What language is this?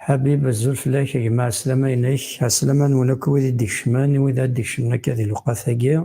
Kabyle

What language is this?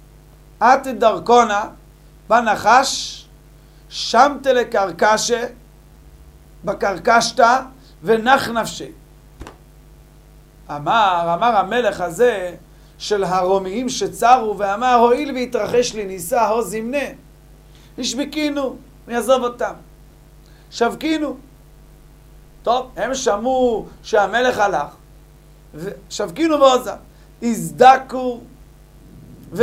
Hebrew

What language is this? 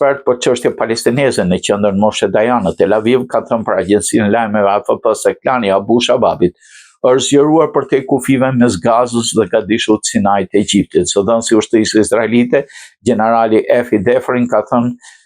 Albanian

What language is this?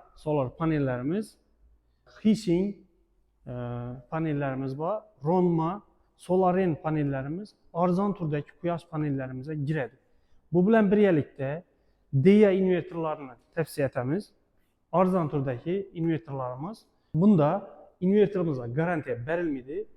Uzbek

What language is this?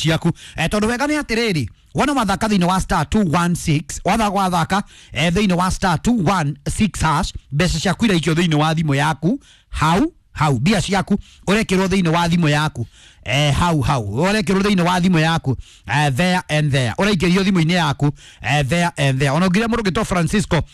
Kikuyu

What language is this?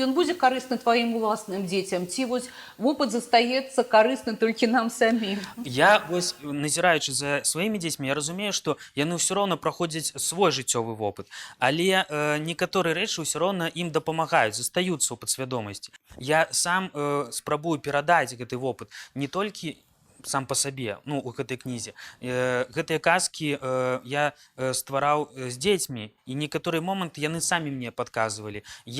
Belarusian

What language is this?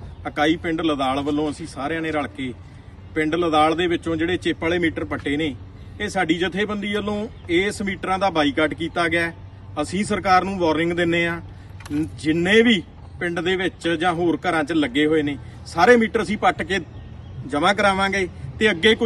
Punjabi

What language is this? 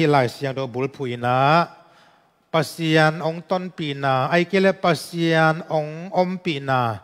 Tedim Chin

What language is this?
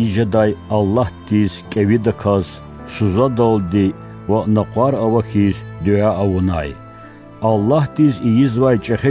Lezghian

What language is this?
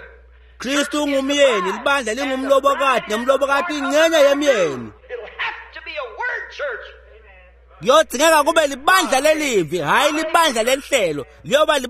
Swati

